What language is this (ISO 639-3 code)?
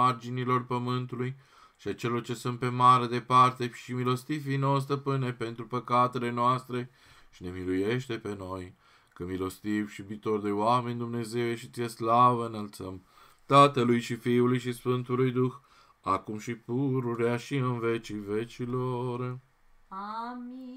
ron